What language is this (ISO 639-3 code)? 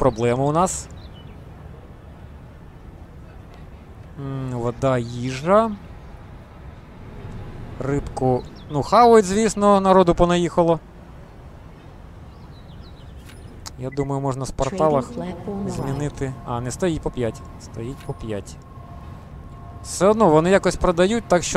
ukr